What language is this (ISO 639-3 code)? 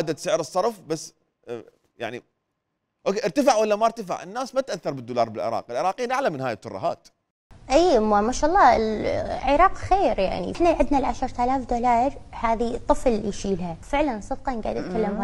acm